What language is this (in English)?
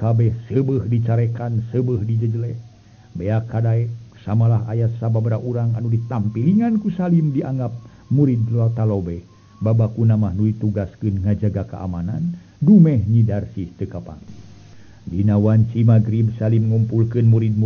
Sundanese